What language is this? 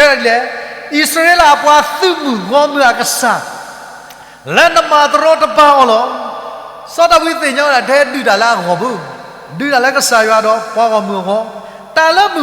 S'gaw Karen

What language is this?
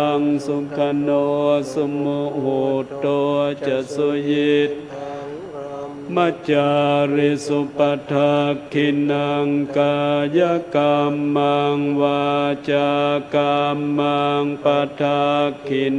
Pali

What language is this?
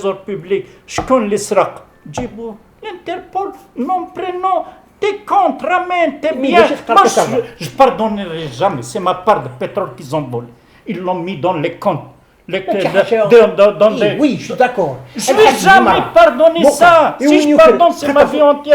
Kabyle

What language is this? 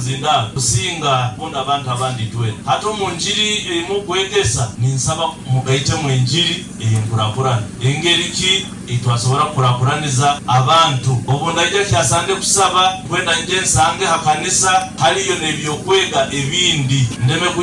Nyoro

